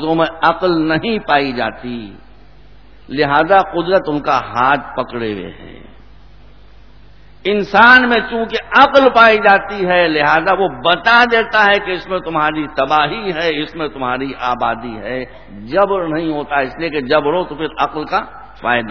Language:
Urdu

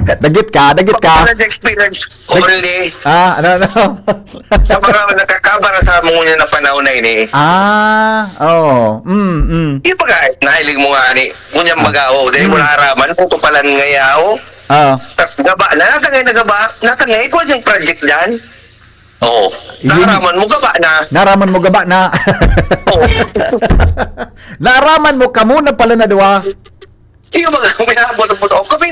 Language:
Bikol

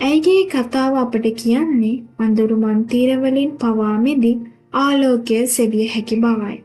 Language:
Sinhala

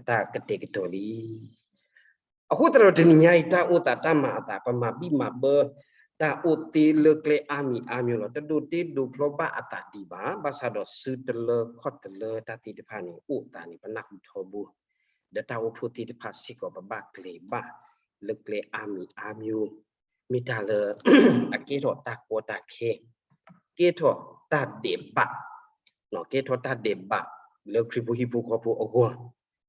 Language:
S'gaw Karen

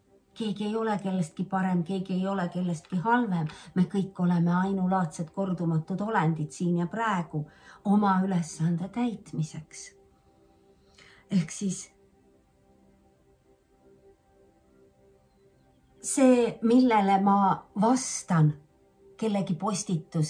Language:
Estonian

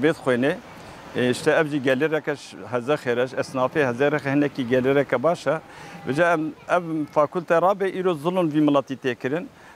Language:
Kurdish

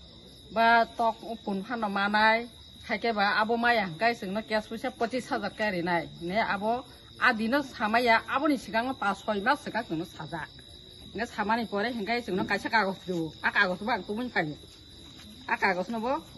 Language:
Kok Borok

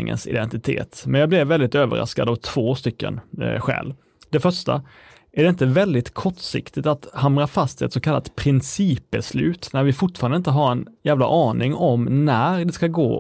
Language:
Swedish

